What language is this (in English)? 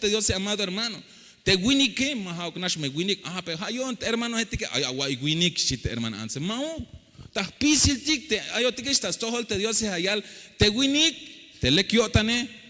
Tzeltal